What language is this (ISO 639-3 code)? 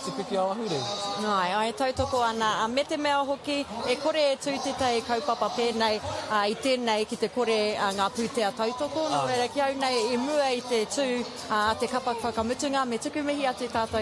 mri